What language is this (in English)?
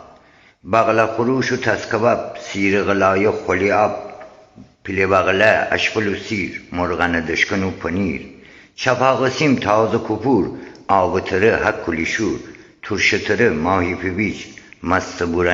Gilaki